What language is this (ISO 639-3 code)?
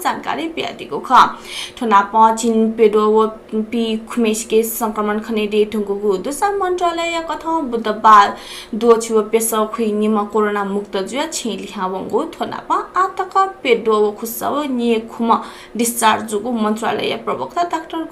new